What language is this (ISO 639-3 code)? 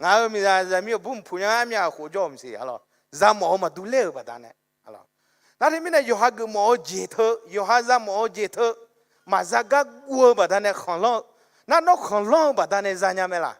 ahk